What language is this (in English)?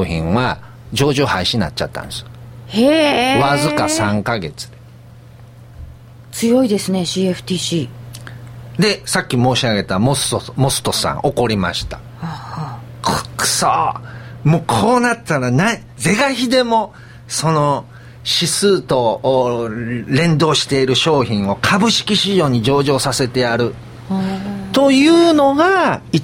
Japanese